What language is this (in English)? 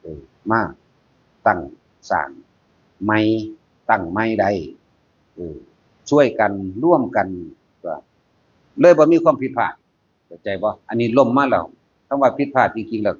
Northeastern Thai